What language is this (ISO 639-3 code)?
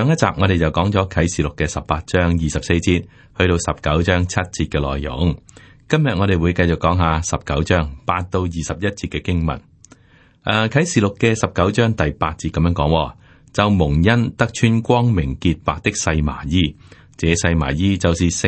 yue